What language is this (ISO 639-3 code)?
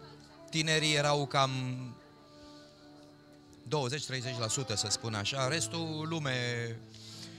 ron